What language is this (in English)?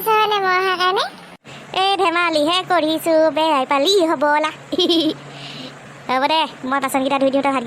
Assamese